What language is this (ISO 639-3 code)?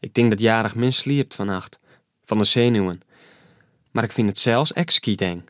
fry